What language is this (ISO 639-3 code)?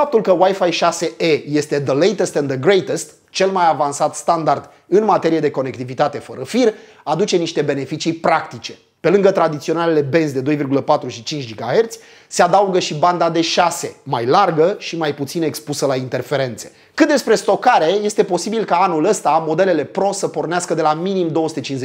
ron